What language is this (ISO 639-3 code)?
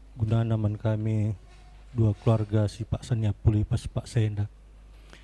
btx